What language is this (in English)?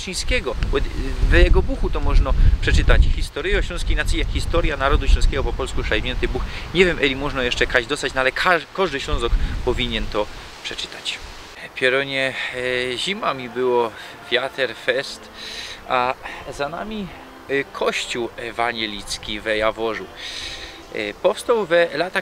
Silesian